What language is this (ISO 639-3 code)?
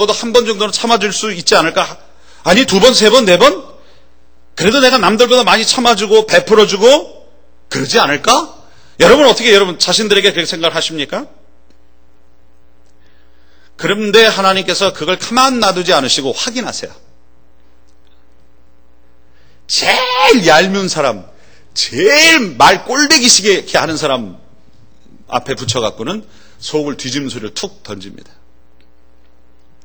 kor